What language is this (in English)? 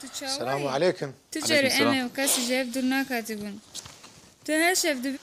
Kurdish